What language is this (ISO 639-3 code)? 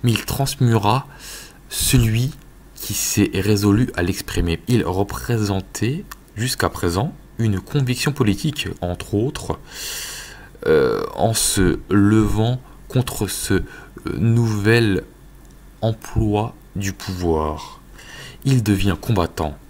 fra